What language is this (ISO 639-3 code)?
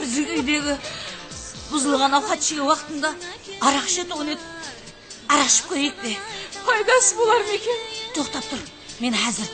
kaa